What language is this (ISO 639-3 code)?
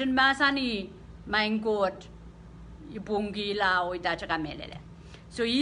pon